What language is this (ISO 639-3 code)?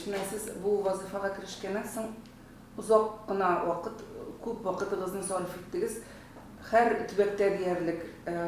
tat